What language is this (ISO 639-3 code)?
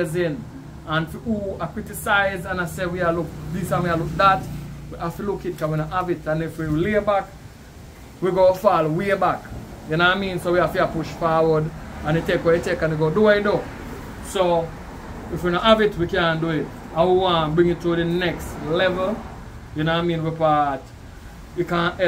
jam